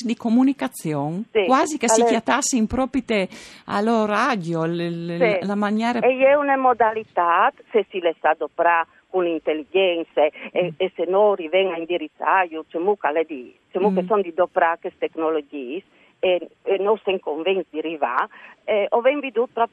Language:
Friulian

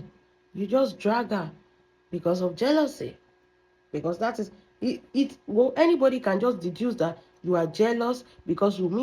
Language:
Yoruba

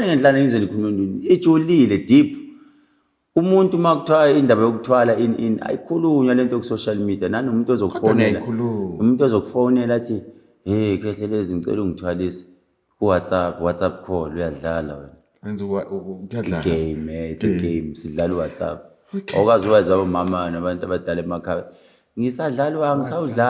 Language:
Zulu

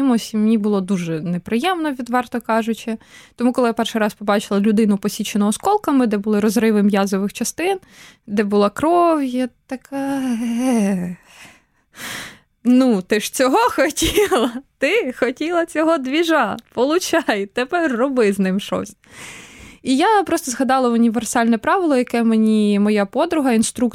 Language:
Ukrainian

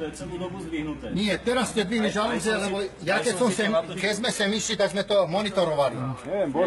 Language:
Slovak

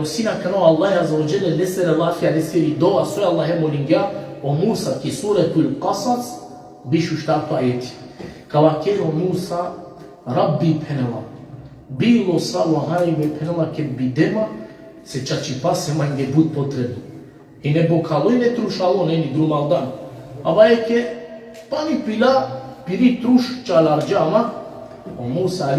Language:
Balkan Romani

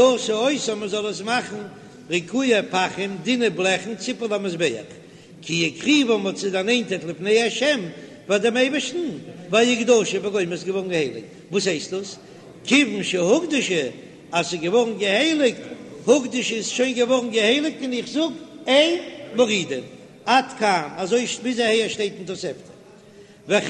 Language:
Yiddish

